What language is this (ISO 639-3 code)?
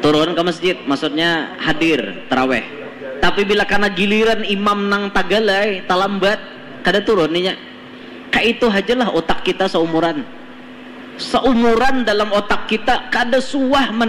bjn